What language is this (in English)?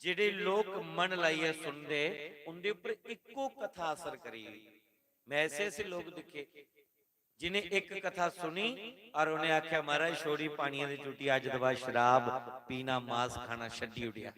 Dogri